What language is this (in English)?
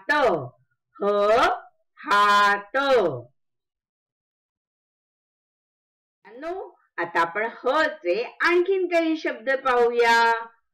Marathi